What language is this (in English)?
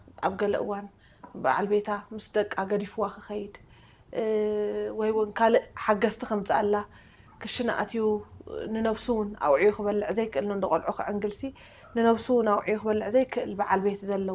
Tigrinya